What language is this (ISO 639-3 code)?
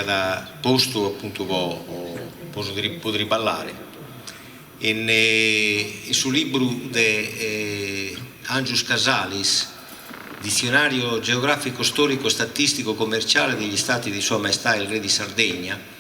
srd